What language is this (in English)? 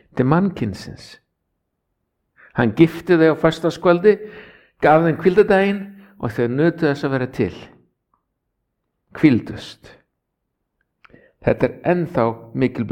Icelandic